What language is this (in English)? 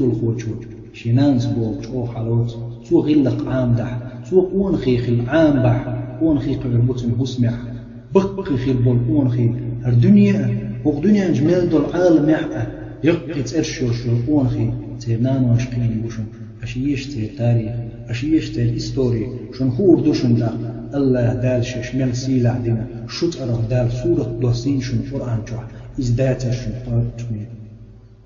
Chechen